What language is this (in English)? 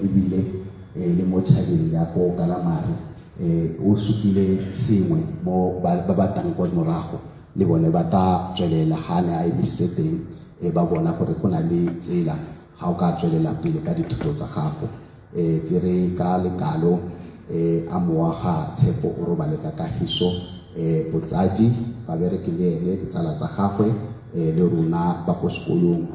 Tswana